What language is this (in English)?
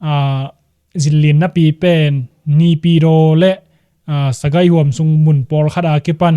Tedim Chin